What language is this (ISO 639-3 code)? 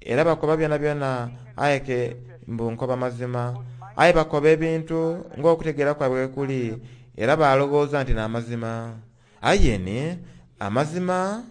xog